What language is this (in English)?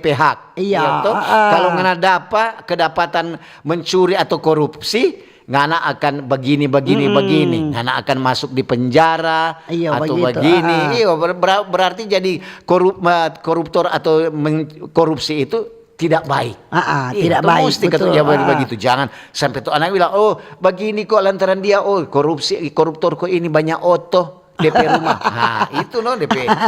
Manado Malay